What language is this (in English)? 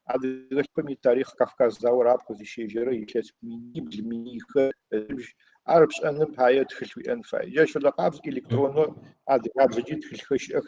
Adyghe